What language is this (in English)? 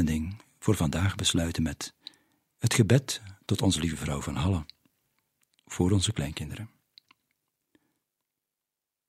Dutch